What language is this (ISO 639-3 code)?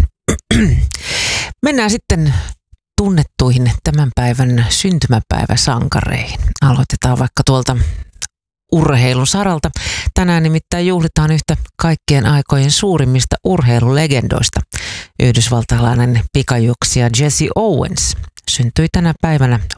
fin